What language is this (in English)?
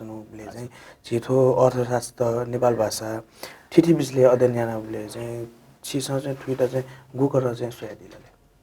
Newari